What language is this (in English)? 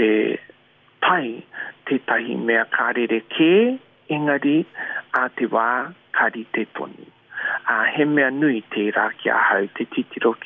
Māori